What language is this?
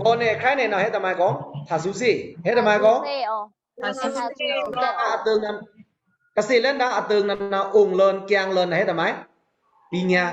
Pa'o Karen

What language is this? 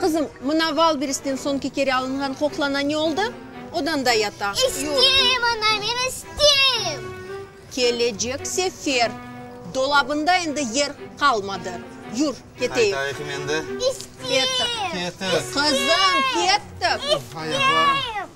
Crimean Tatar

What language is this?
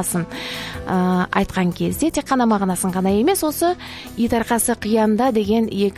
Kazakh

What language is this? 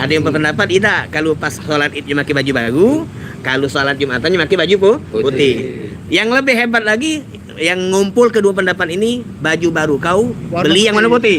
Musi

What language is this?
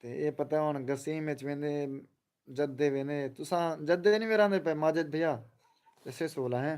Saraiki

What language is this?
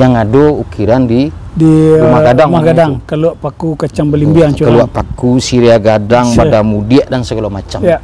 Minangkabau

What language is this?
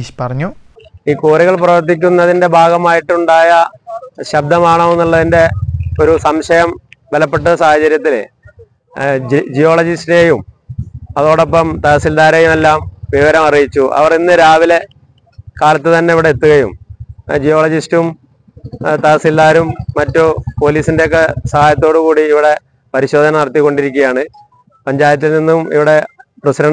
Malayalam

